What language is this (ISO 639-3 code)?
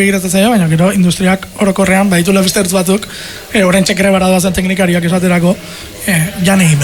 eus